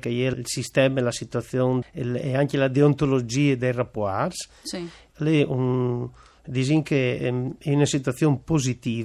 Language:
Friulian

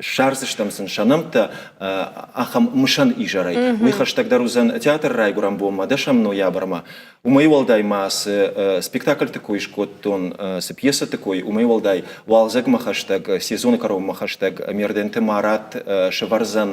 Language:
Ossetic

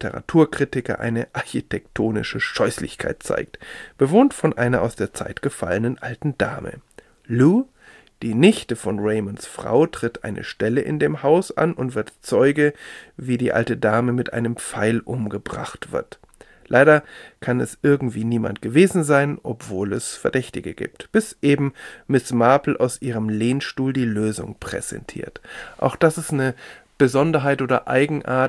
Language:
German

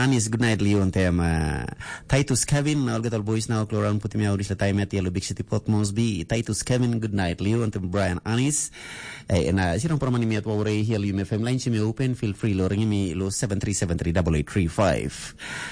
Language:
Tok Pisin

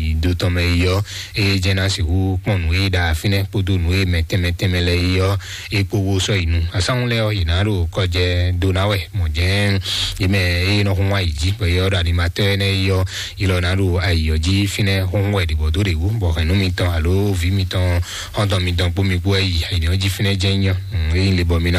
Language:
Fon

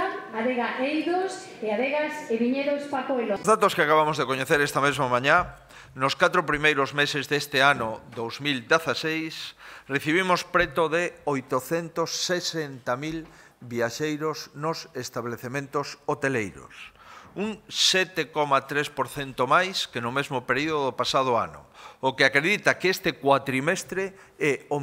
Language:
Galician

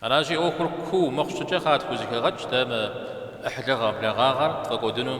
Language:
Kabardian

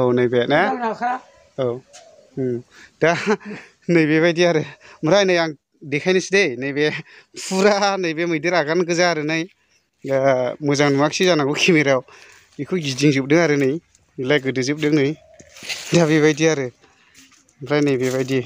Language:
Bodo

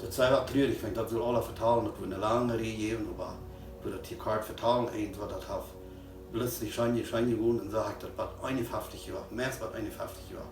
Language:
Plautdietsch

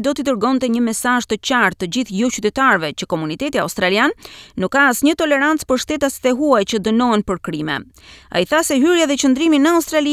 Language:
Albanian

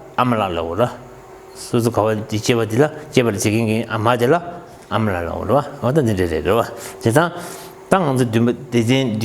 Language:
Tibetan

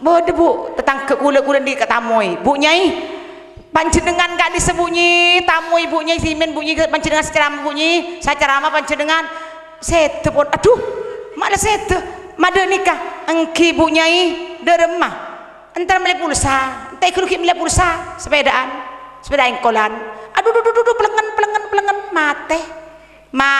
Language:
Madurese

